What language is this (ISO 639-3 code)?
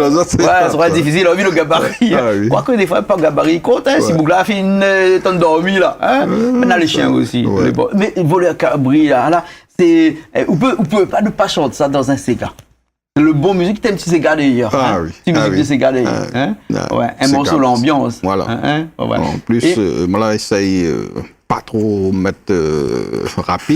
rcf